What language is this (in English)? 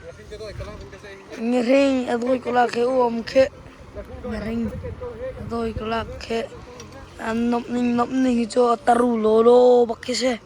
Hakha Chin